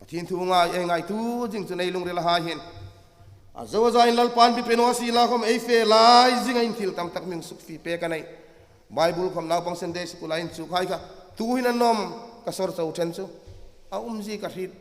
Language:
Hmar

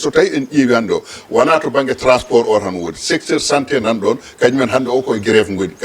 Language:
Fula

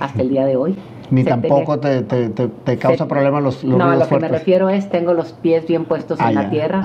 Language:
Spanish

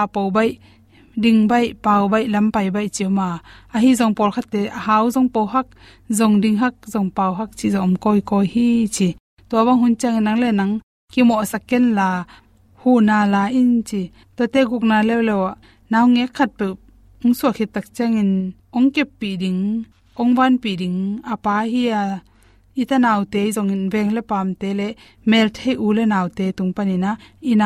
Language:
Tedim Chin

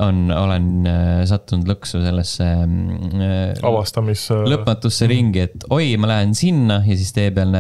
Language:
Estonian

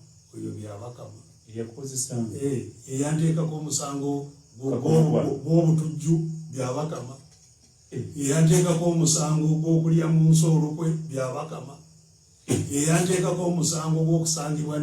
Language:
Ganda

